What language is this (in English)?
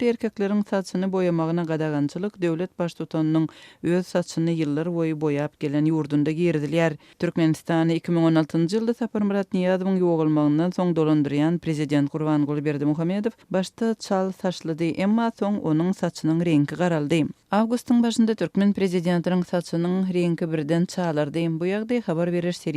Turkmen